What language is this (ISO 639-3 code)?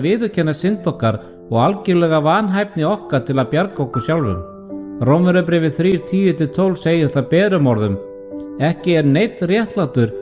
isl